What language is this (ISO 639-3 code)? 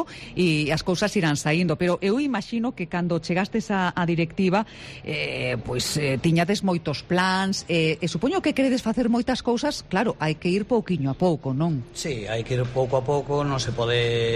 glg